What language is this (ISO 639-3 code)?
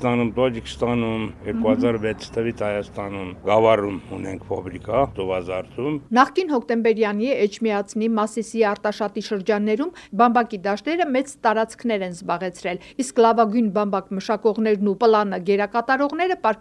hye